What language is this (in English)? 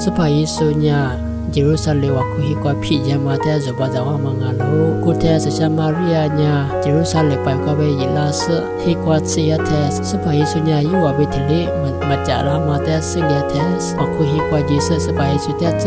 Lisu